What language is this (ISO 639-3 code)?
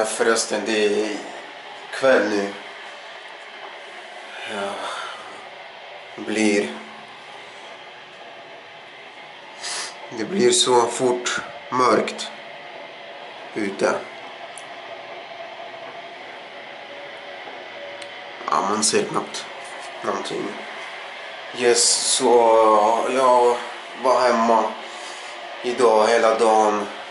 swe